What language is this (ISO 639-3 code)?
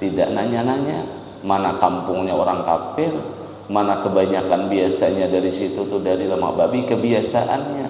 bjn